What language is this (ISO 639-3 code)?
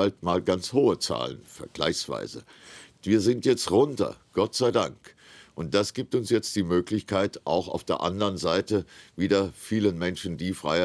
deu